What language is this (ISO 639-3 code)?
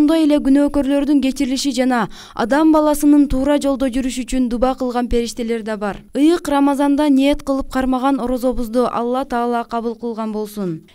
kir